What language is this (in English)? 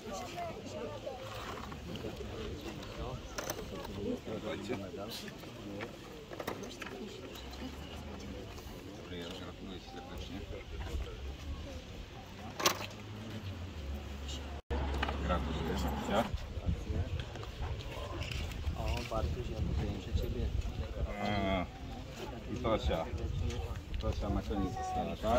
Polish